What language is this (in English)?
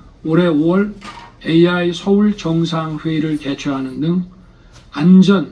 Korean